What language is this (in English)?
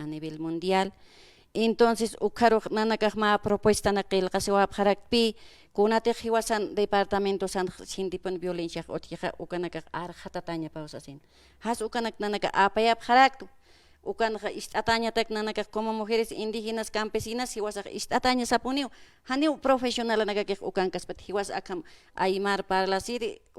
Aymara